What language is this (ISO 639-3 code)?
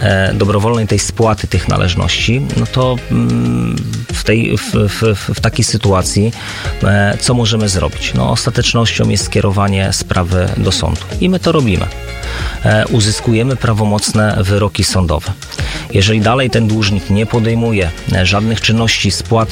pol